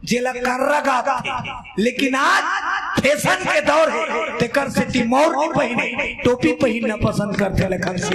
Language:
Chhattisgarhi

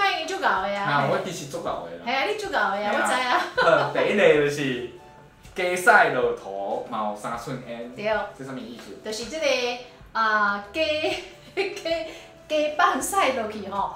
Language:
Min Nan Chinese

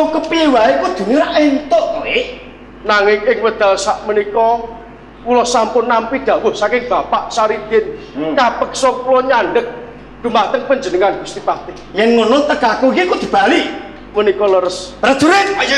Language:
Javanese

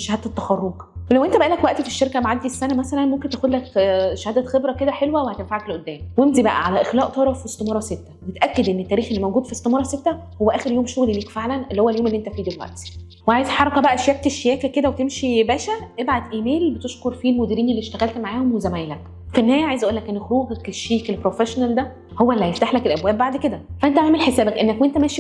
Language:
Egyptian Arabic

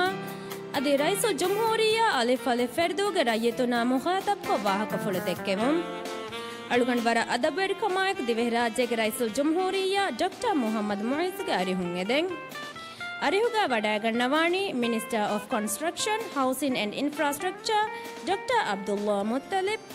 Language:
Divehi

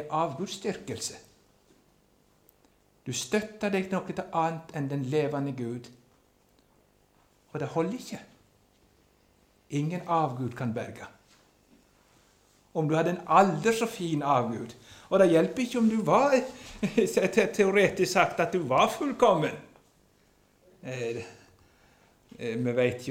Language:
Norwegian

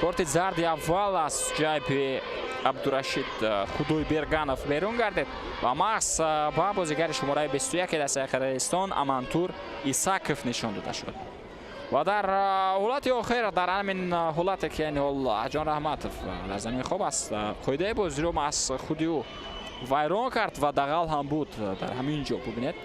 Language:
Tajik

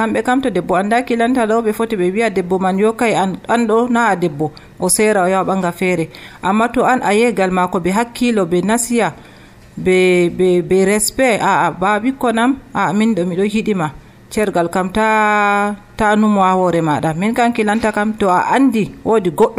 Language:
Nigerian Fulfulde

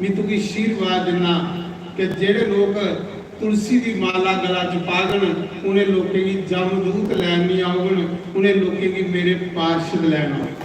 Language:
Dogri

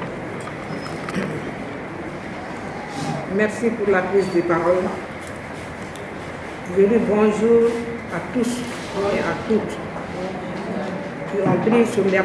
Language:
French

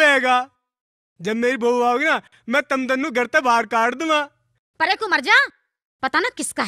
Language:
Haryanvi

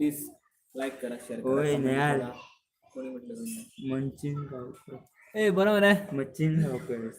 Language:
Konkani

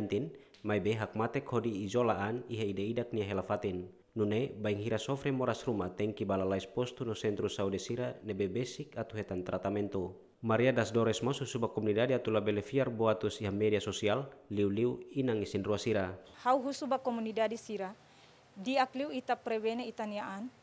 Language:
Tetum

